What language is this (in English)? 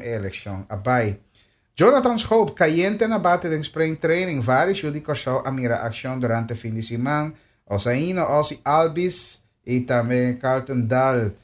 Papiamento